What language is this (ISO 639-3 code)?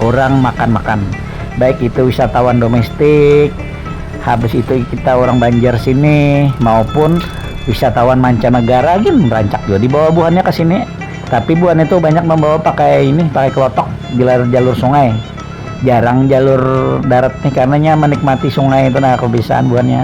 bjn